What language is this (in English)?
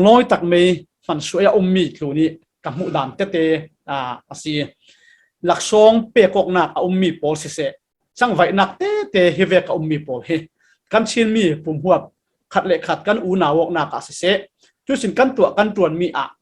Falam Chin